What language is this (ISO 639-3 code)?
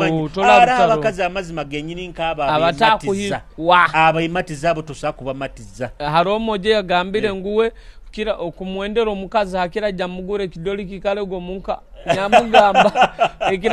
nyo